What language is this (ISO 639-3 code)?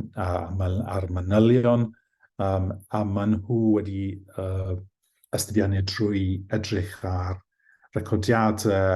cym